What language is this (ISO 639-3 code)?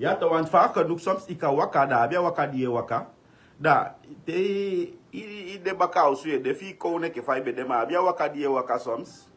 srn